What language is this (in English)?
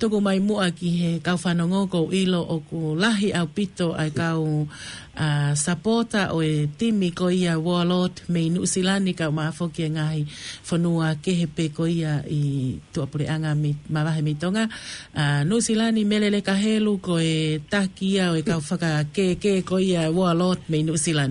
Tongan